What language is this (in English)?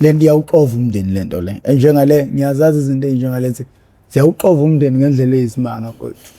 Zulu